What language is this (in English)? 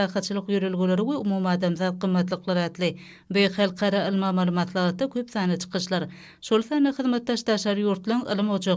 Turkmen